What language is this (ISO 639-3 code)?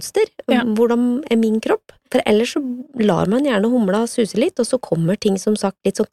nor